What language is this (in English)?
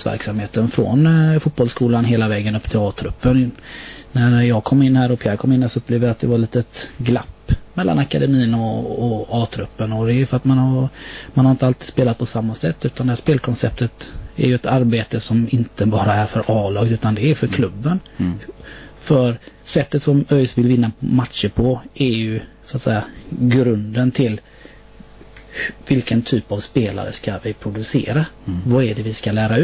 Swedish